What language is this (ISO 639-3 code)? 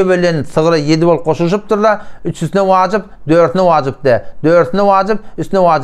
tuk